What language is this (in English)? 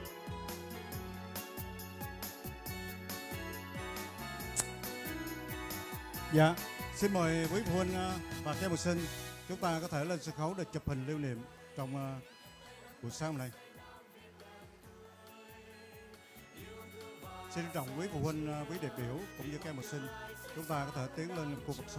Vietnamese